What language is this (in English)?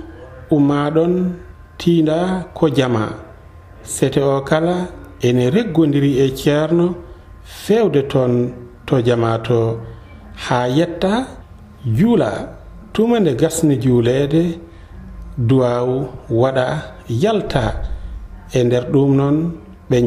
Fula